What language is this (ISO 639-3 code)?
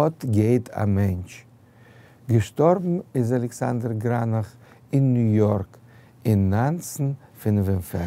yid